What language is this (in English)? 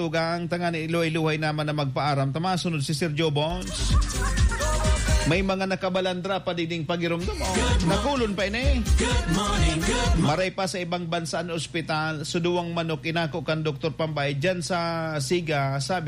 Bikol